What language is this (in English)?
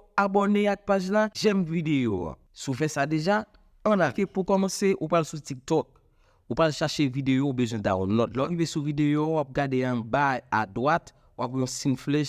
Haitian Creole